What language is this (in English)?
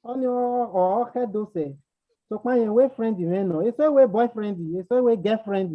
Bini